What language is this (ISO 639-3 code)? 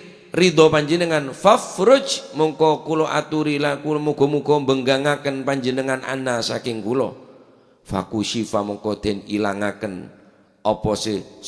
mad